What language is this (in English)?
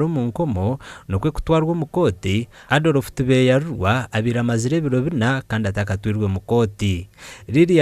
Nyankole